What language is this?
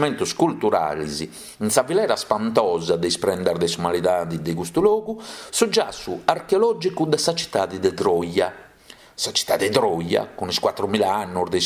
Sardinian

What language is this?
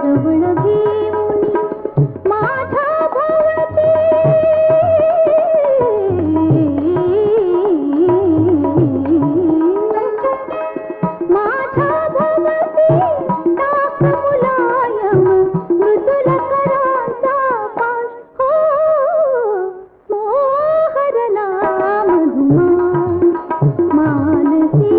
Marathi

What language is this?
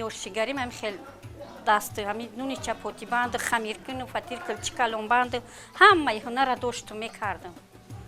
Tajik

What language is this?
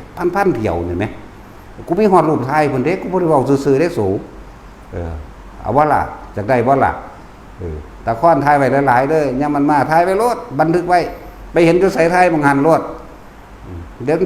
Northeastern Thai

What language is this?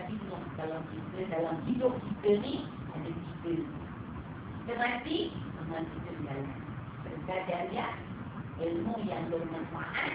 Malay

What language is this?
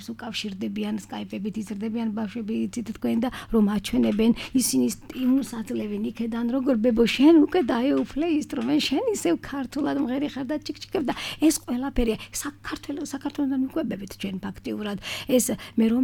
Georgian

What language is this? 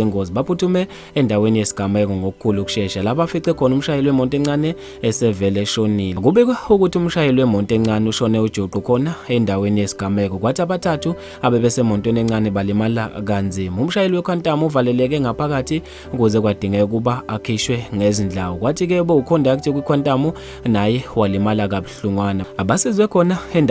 Zulu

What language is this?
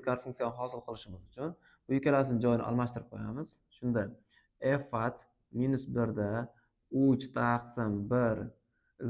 Uzbek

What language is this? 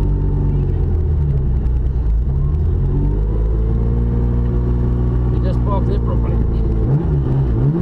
Afrikaans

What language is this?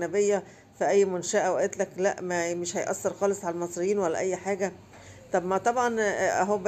Egyptian Arabic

